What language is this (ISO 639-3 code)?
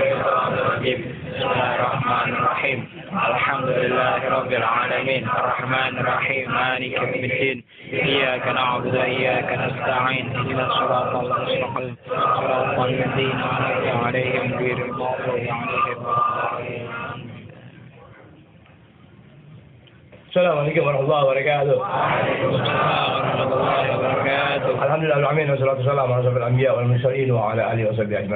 ind